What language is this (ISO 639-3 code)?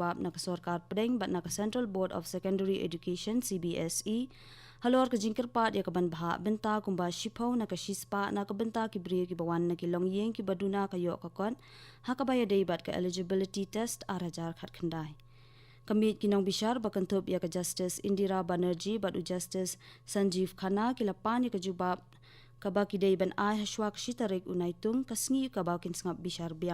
kha